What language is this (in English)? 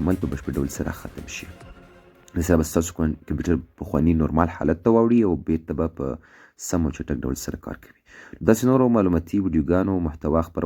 Pashto